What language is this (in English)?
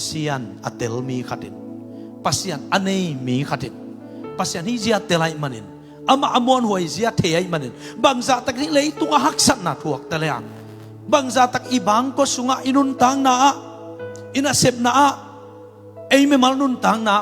Tedim Chin